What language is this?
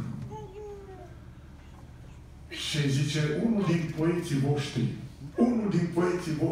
Romanian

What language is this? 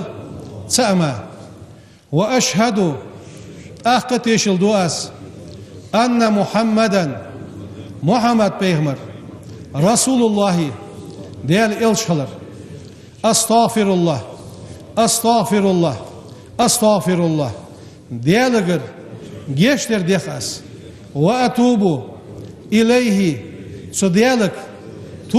Ingush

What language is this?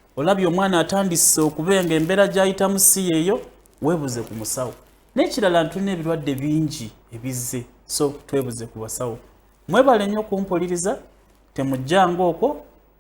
Ganda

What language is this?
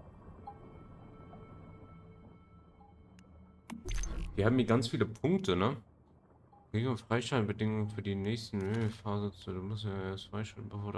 German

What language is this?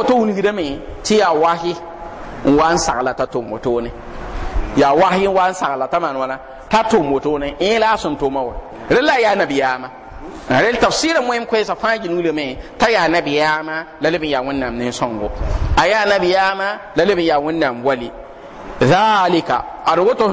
Mossi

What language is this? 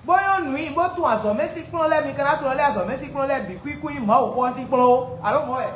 Fon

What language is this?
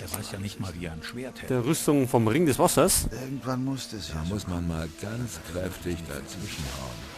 Bavarian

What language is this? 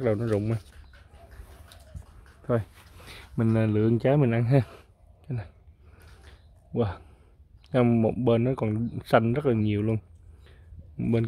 Vietnamese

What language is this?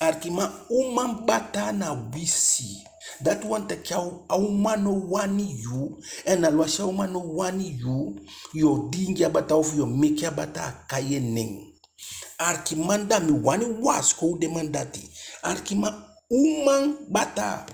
Eastern Maroon Creole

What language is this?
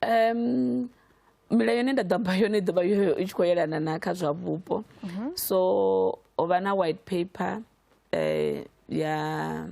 Venda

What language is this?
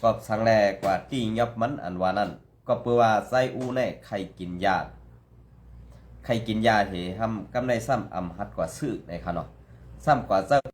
Shan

